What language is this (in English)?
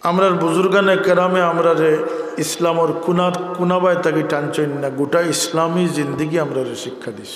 Sylheti